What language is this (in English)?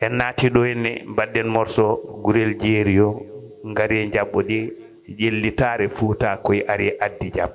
Fula